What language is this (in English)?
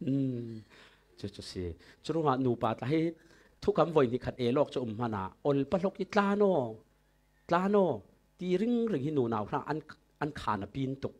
Falam Chin